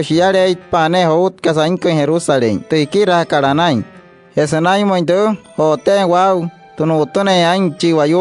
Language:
Wayuu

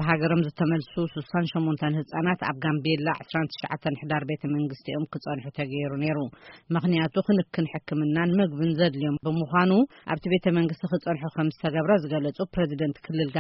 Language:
Tigrinya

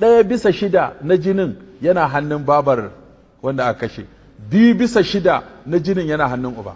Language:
Hausa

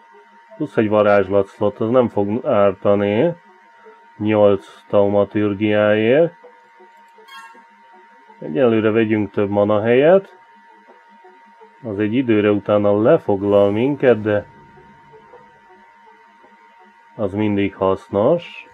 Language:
Hungarian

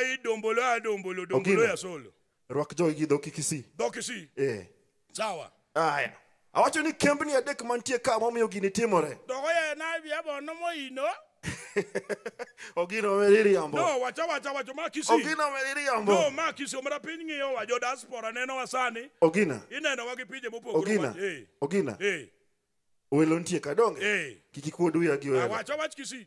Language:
Luo (Kenya and Tanzania)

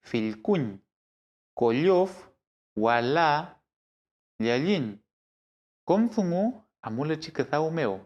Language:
Mapuche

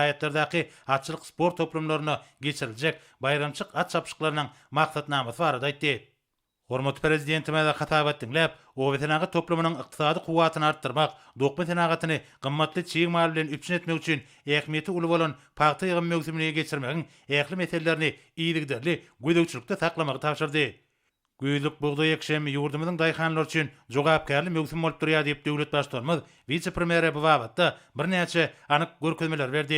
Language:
Turkmen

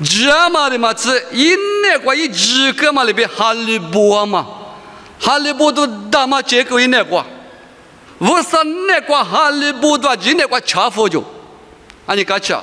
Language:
Lisu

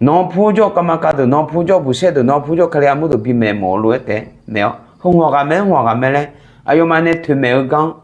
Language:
Akha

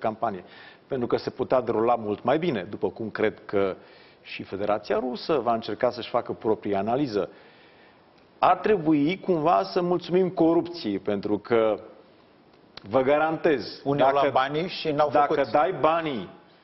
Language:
Romanian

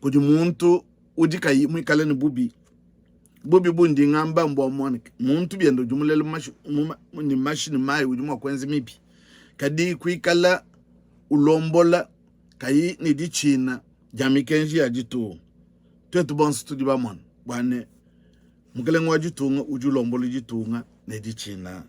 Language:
Luba-Lulua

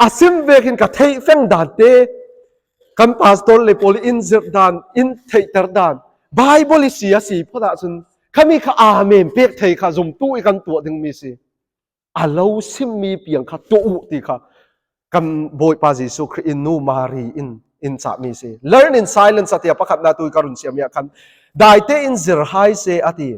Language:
Falam Chin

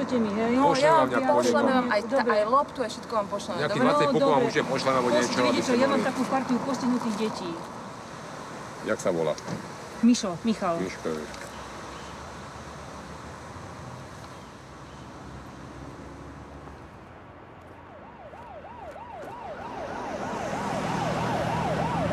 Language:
Slovak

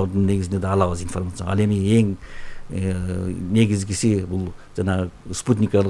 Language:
Kyrgyz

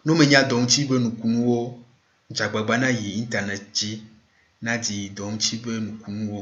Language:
Ewe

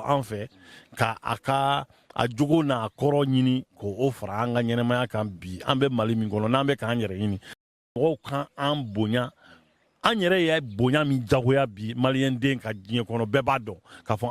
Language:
Bambara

